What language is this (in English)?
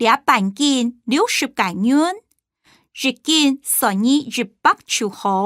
Hakka Chinese